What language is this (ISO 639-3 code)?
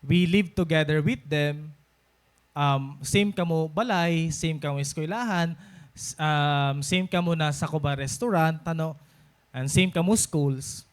war